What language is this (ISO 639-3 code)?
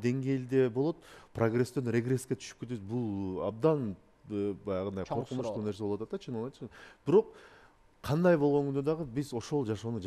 kir